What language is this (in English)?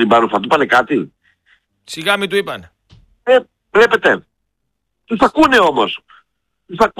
Greek